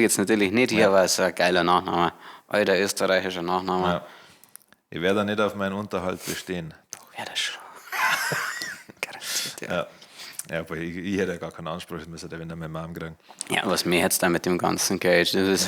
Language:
Bavarian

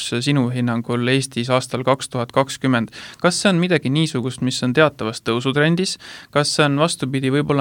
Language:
Estonian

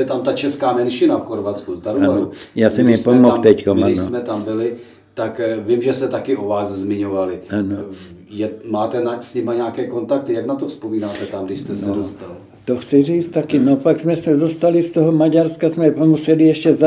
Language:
Czech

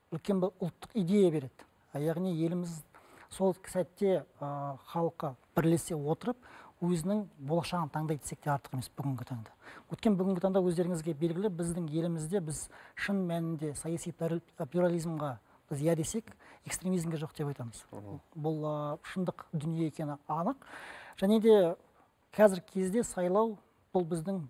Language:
Kazakh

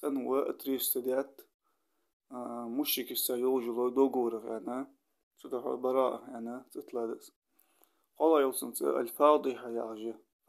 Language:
Ingush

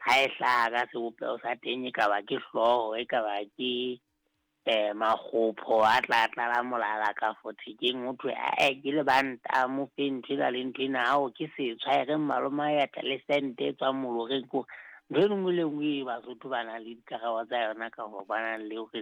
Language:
Southern Sotho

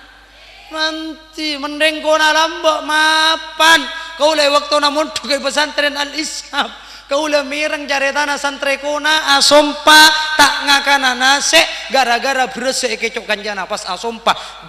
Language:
Madurese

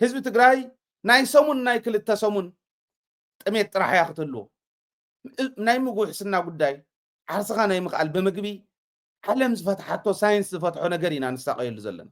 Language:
Tigrinya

